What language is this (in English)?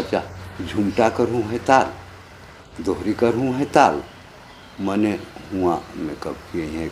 Sadri